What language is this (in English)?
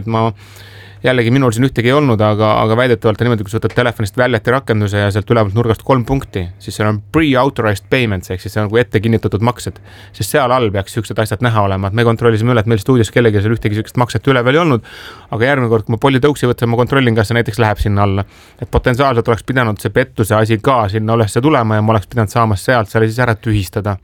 Estonian